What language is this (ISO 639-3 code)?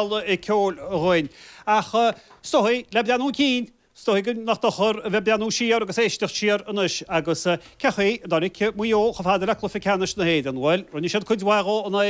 gle